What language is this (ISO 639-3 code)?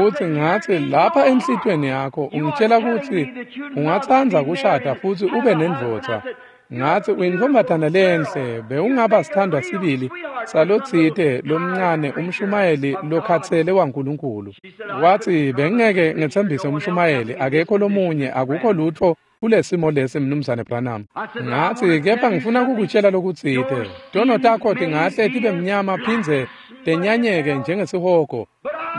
ssw